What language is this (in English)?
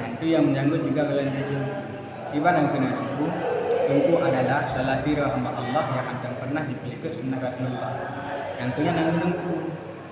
Achinese